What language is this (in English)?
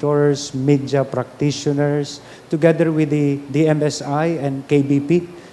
Bikol